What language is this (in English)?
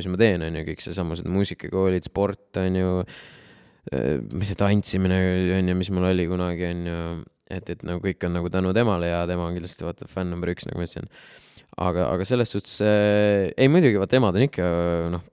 Estonian